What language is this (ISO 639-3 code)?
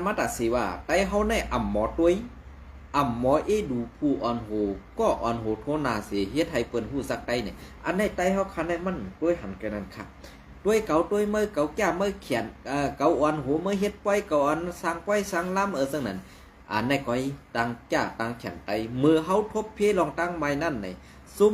shn